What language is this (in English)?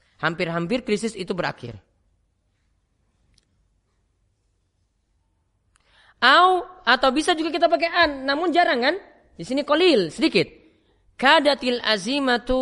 Indonesian